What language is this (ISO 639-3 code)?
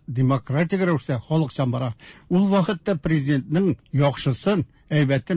tat